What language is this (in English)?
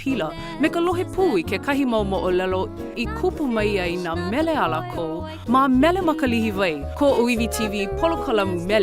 Hawaiian